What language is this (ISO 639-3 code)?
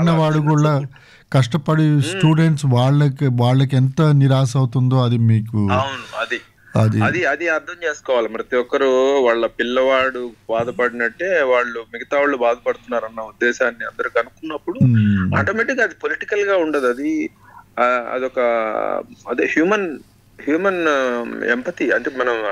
tel